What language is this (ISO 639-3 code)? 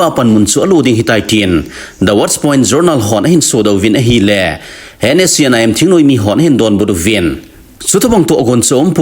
tcz